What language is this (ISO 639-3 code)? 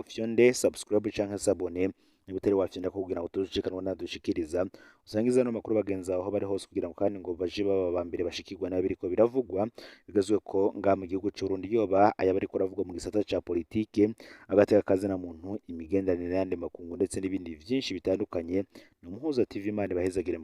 run